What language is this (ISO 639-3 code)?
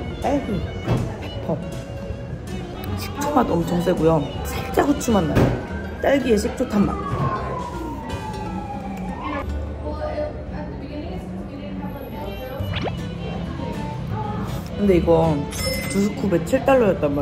kor